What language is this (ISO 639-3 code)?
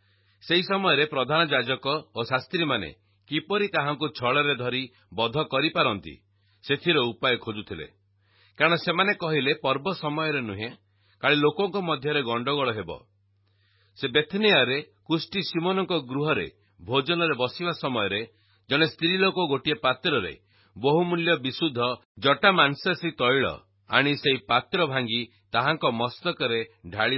ori